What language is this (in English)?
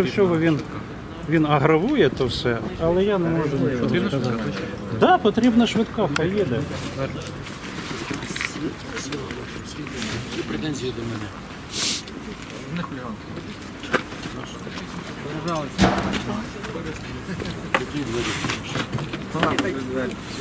Ukrainian